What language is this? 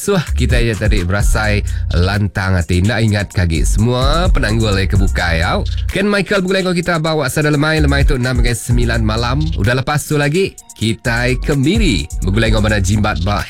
Iban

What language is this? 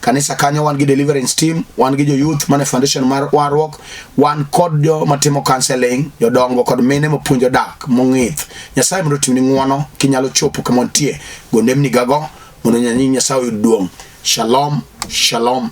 Luo (Kenya and Tanzania)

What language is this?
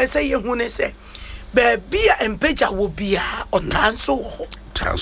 Akan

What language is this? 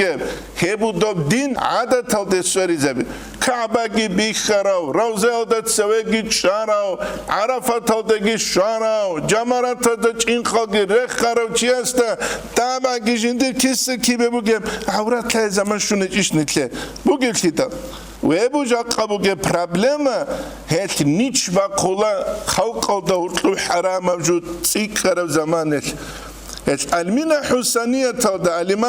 Avaric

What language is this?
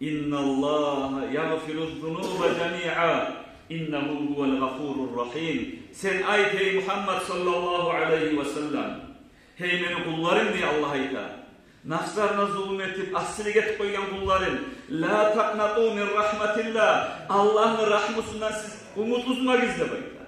Kumyk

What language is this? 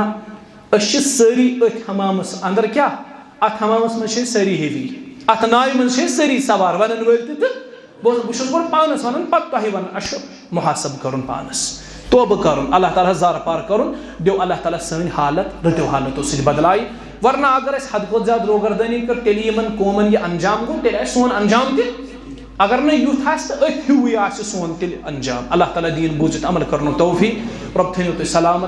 Kashmiri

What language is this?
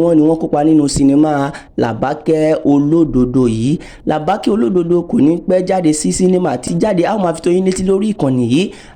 Yoruba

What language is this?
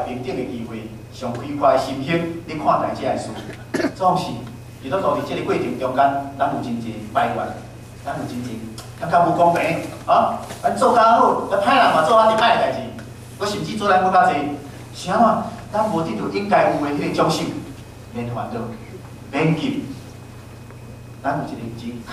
Min Nan Chinese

